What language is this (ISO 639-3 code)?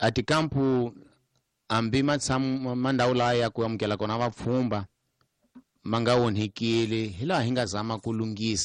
tso